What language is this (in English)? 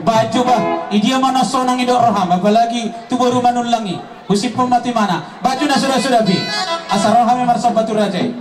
Batak Toba